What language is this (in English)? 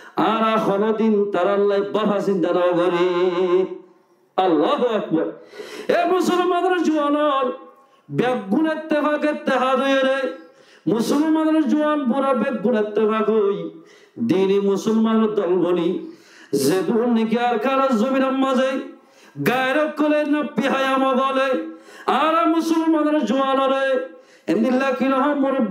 Rohingya